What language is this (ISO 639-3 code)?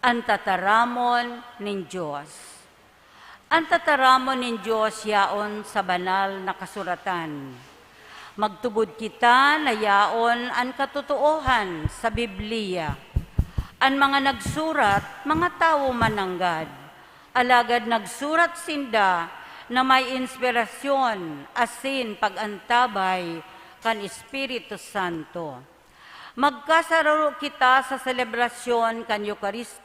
bik